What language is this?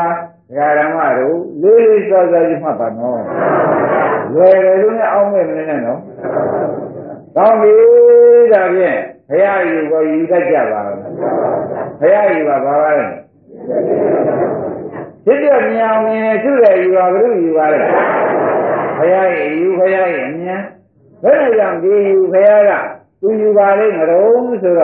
Burmese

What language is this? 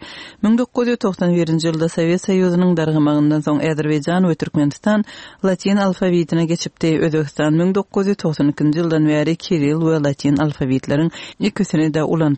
Turkmen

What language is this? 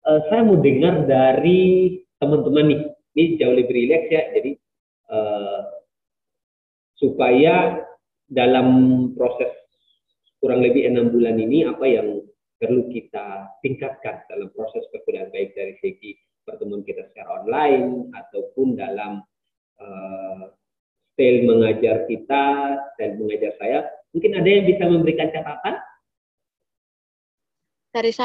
Indonesian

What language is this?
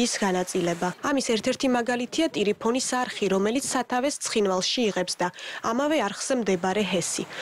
Georgian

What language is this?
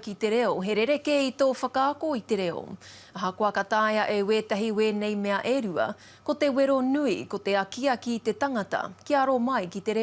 Māori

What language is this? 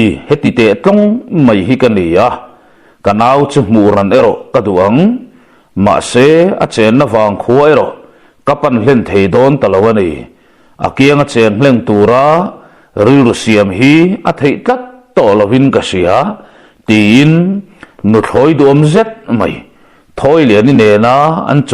Mizo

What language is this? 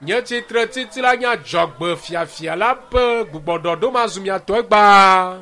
Ewe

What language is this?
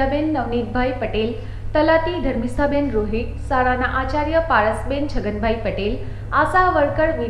Gujarati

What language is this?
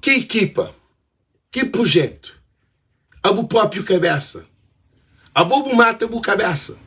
Kabuverdianu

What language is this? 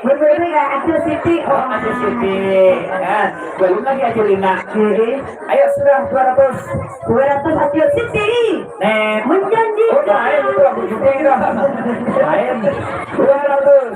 Banjar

